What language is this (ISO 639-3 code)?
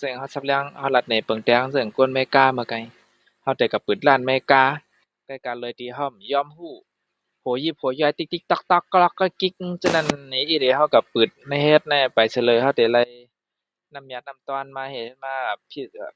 shn